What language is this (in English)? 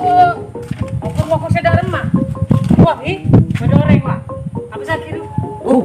Madurese